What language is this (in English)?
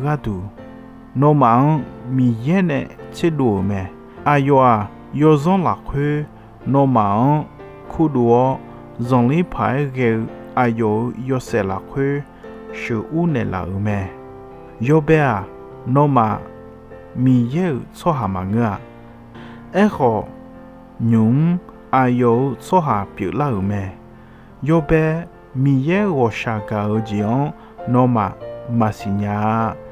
Akha